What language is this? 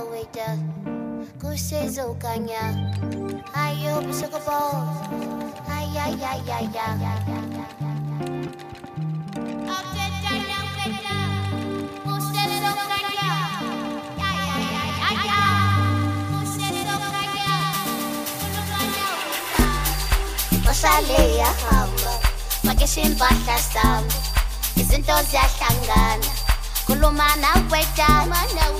Zulu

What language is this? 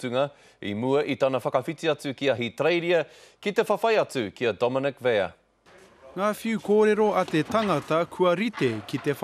Māori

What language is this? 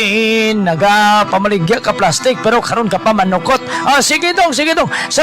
Hiligaynon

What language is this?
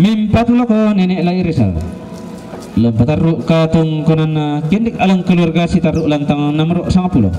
Toraja-Sa'dan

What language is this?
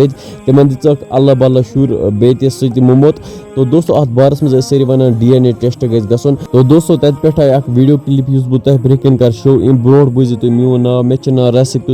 Kashmiri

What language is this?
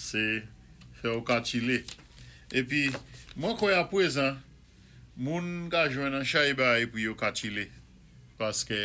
Saint Lucian Creole French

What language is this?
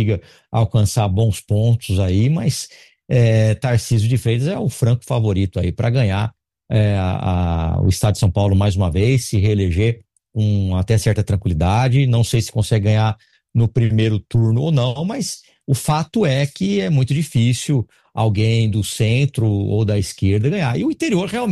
Portuguese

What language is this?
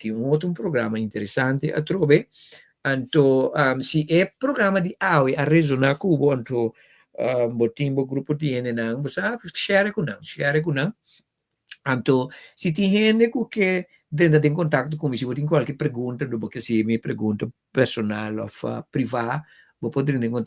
Papiamento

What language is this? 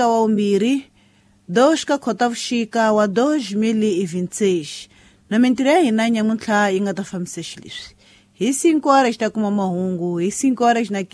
Tsonga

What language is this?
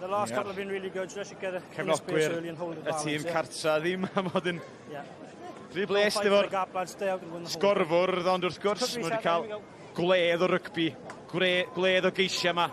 Welsh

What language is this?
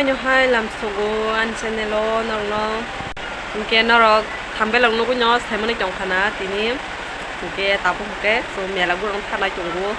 Kok Borok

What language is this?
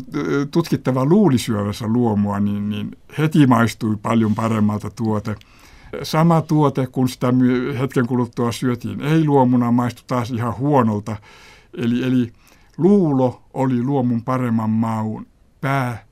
Finnish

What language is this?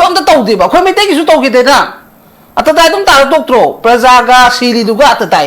Manipuri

